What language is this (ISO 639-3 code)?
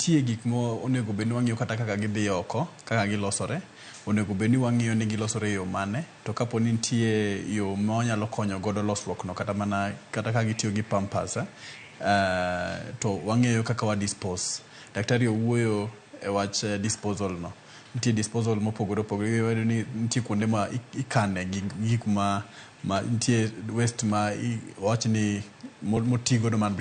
luo